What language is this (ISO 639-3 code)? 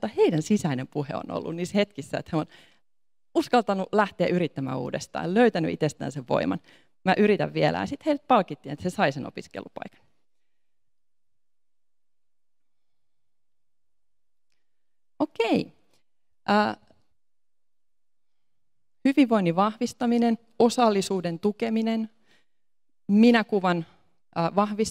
fin